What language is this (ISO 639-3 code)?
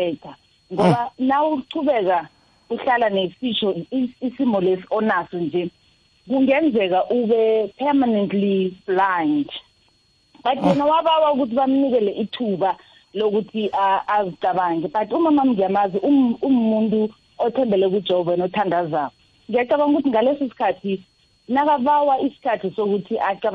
nbl